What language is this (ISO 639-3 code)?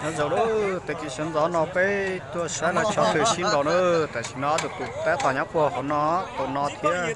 hmn